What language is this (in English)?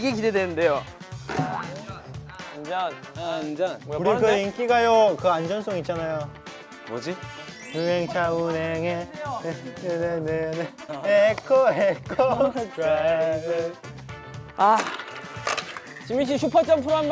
Korean